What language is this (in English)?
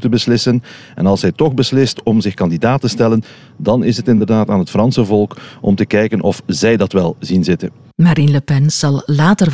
Dutch